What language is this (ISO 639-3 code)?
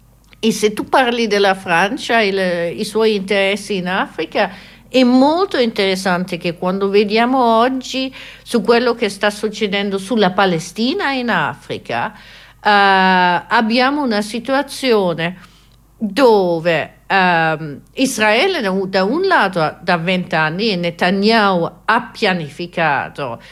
ita